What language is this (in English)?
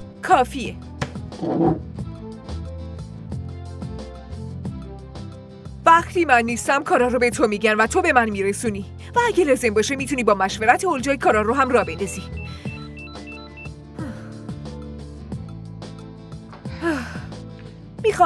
Persian